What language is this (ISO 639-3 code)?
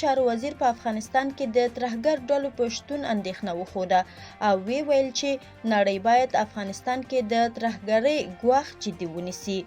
pus